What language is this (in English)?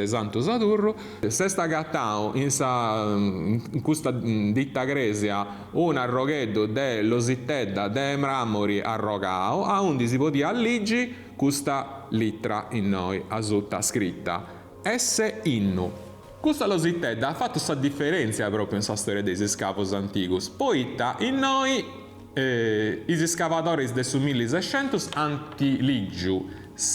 Sardinian